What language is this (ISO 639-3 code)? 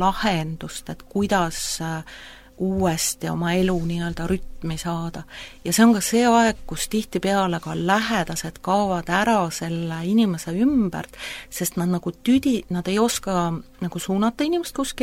est